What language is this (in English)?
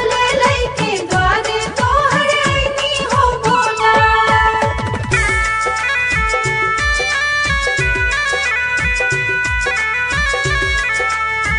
Bhojpuri